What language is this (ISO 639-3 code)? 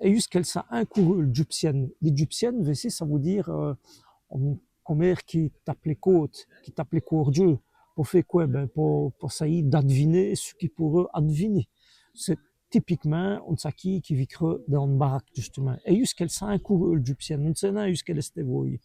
wln